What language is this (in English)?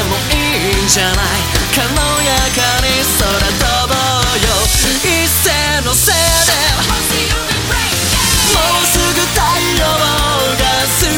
Japanese